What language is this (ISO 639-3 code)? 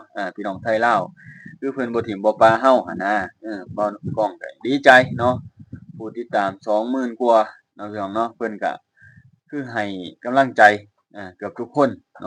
lao